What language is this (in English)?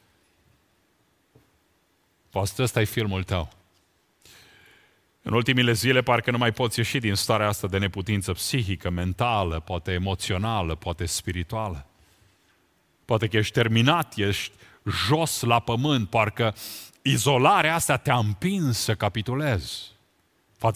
Romanian